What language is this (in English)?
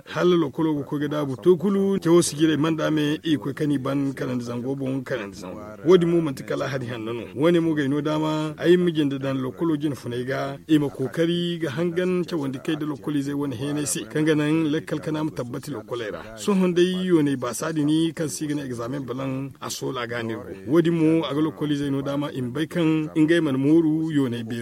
Zarma